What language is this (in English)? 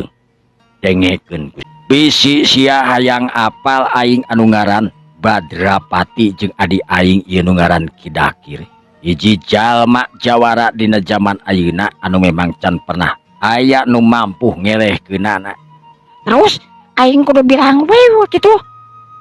Sundanese